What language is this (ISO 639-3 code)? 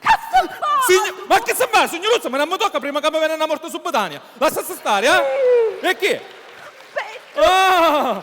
scn